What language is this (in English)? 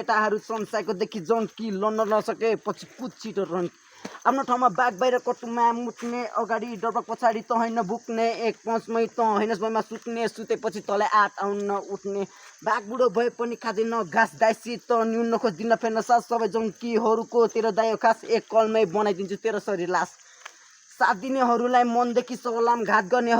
Nepali